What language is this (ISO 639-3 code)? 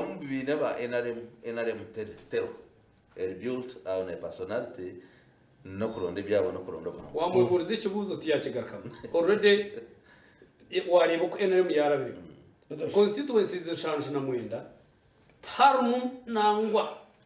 nyn